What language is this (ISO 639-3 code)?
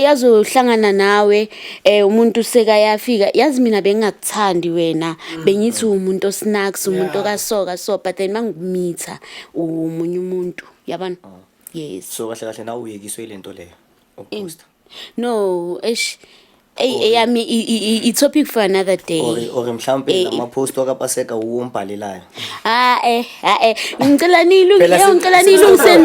zul